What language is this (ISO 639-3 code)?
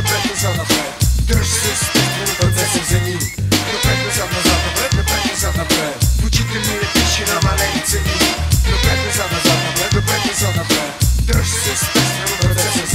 bul